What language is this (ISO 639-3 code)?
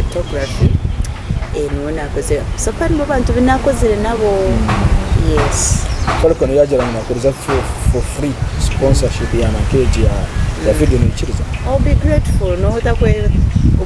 nyn